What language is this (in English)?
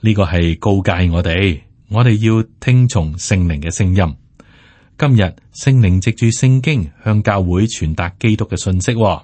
Cantonese